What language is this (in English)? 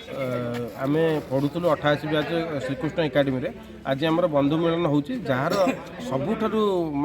Odia